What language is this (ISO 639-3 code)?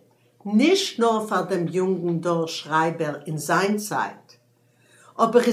yid